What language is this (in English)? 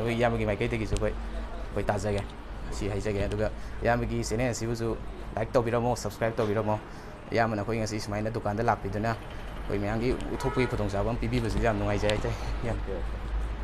Manipuri